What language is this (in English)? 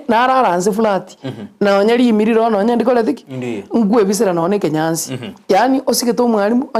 Gusii